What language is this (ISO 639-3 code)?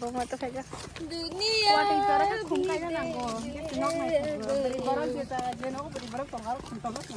trp